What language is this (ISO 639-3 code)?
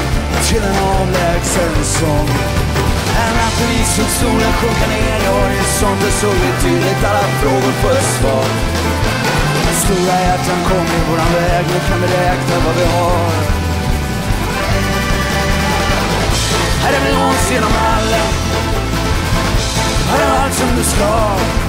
swe